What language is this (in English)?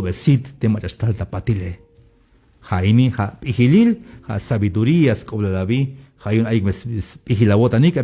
Tzeltal